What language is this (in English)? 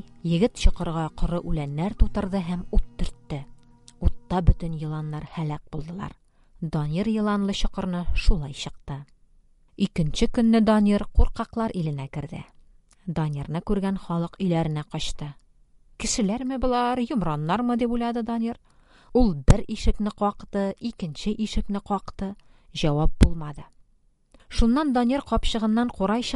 Tatar